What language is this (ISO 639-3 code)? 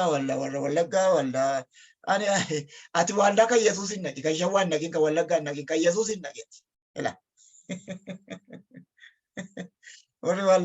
orm